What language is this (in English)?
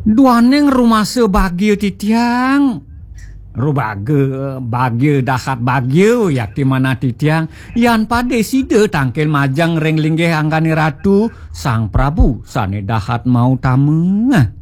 Balinese